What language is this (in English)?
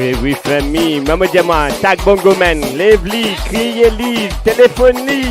Morisyen